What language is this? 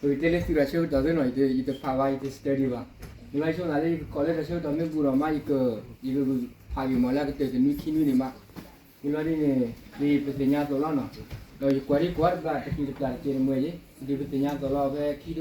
S'gaw Karen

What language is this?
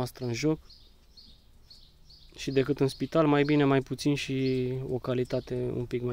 Romanian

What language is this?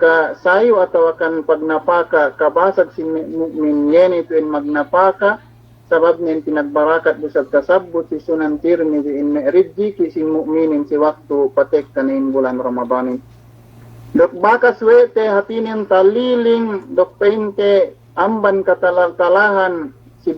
Yakan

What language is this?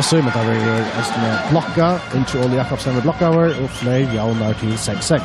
Faroese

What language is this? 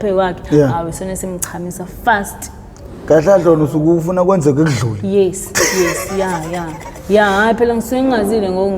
Zulu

